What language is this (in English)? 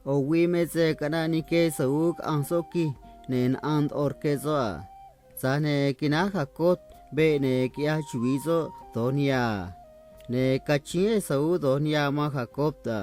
Copala Triqui